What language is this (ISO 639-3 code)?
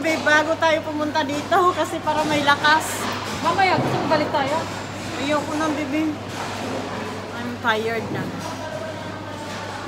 fil